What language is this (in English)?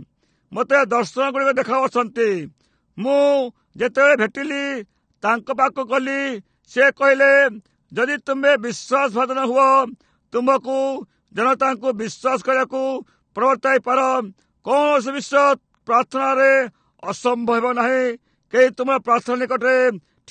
Odia